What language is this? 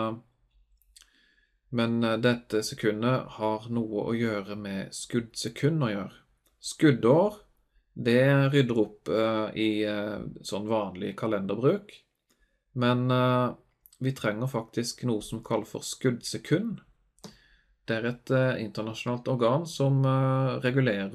Norwegian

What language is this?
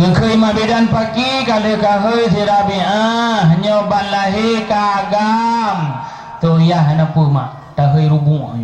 Achinese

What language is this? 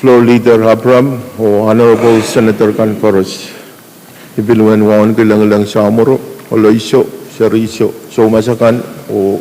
Pohnpeian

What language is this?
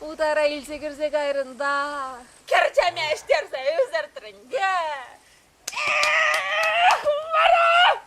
Chuvash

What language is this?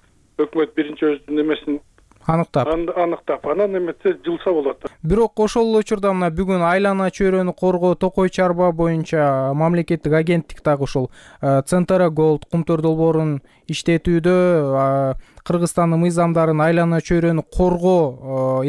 Kyrgyz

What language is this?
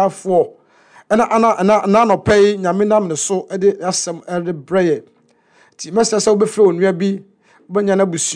Akan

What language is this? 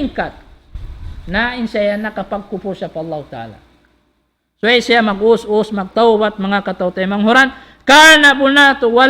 Tausug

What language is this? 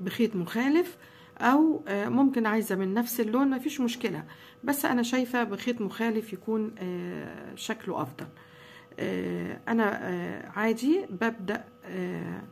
Egyptian Arabic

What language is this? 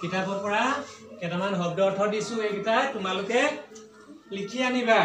Assamese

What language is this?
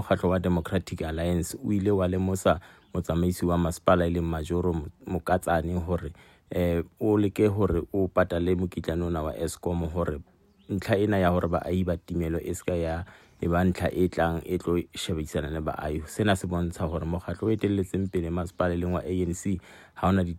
Southern Sotho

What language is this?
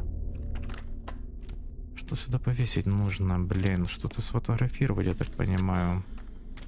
Russian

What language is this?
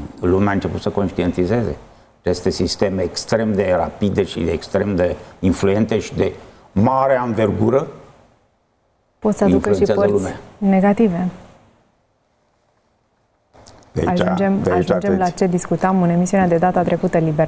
Romanian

